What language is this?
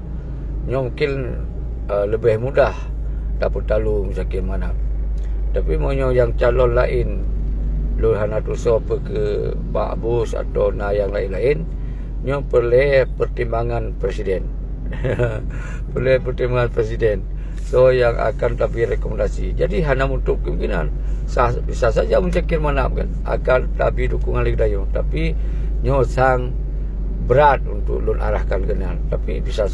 Achinese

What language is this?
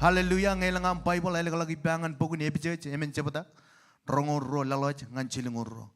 Marshallese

